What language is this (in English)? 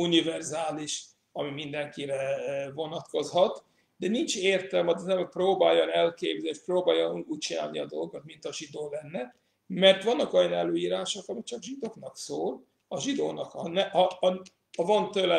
Hungarian